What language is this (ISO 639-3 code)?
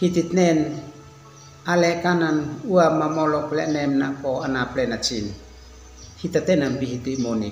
aoz